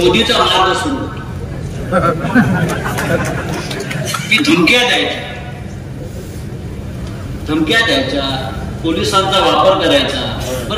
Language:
Marathi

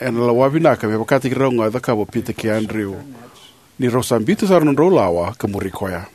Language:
Fijian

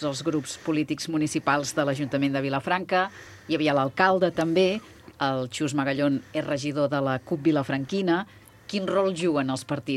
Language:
Catalan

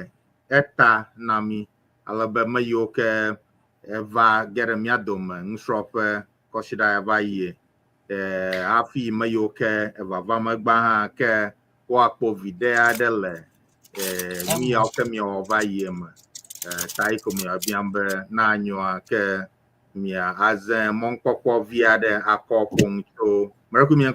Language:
Ewe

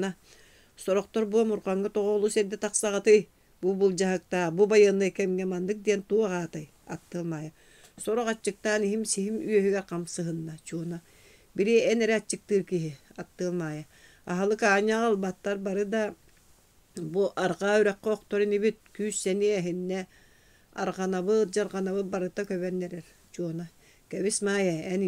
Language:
Yakut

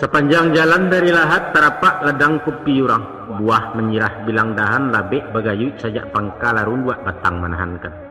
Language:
Minangkabau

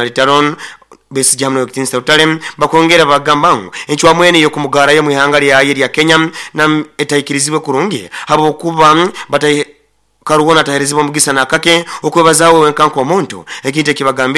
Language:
Nyoro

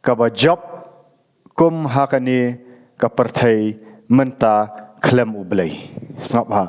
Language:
Khasi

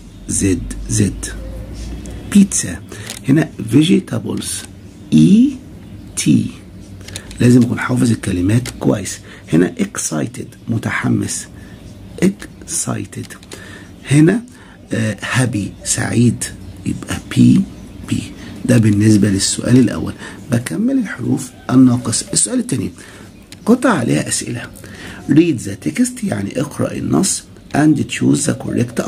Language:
Egyptian Arabic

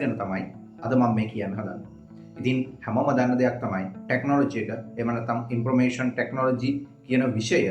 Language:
Sinhala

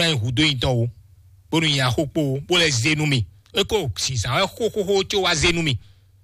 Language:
Fon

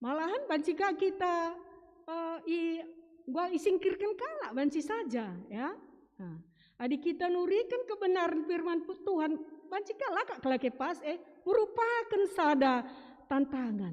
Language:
Batak Karo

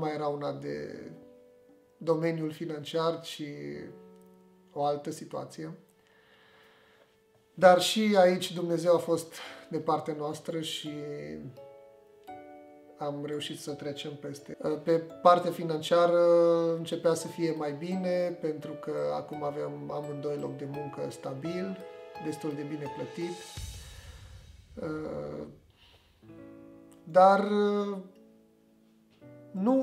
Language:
Romanian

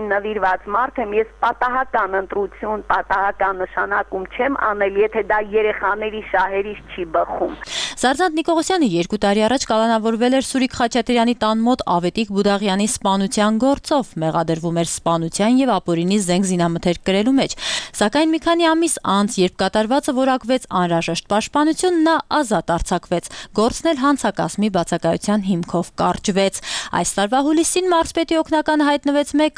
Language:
Armenian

